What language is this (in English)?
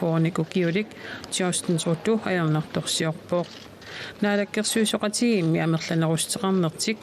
Kalaallisut